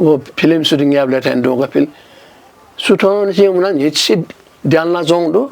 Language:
Newari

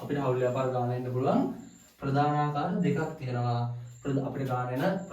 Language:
Sinhala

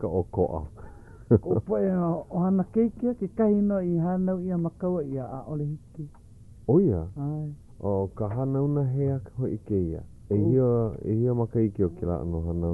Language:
Hawaiian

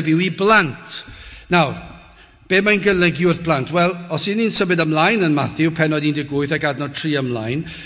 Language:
Welsh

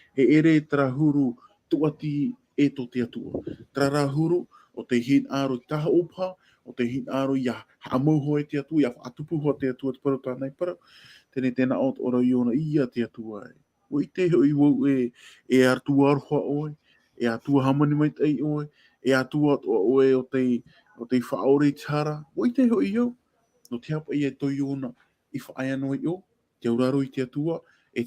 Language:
Tahitian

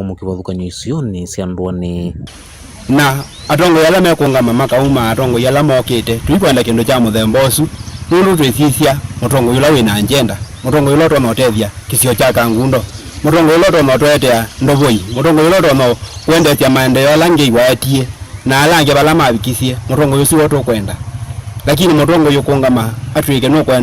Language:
Kamba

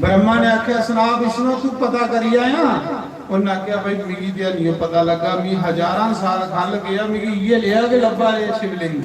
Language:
Dogri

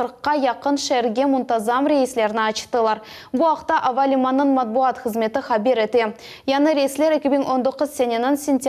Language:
Crimean Tatar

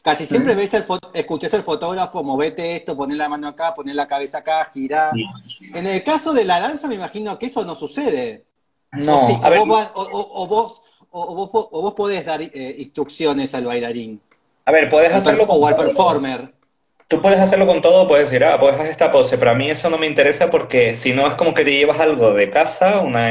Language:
Spanish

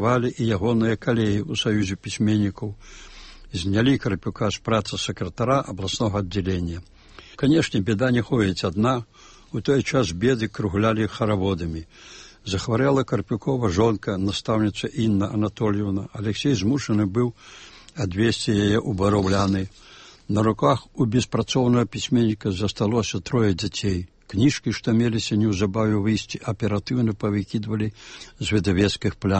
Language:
Belarusian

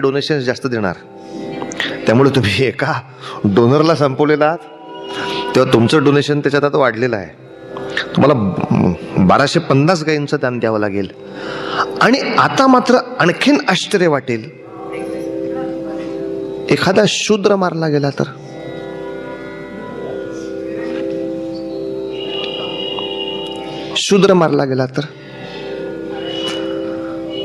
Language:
Marathi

